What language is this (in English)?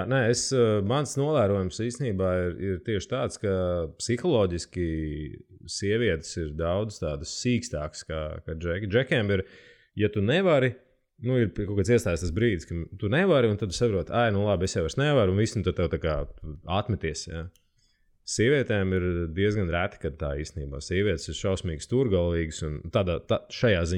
Latvian